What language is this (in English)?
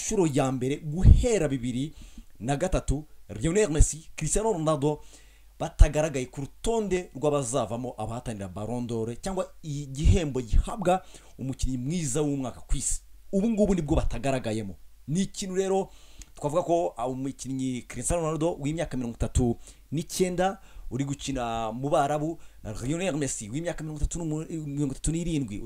Kinyarwanda